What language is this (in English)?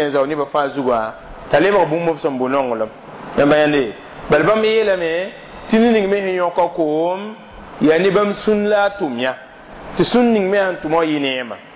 Mossi